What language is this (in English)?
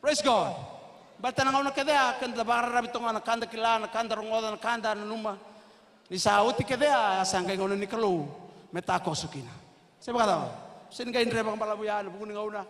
Fijian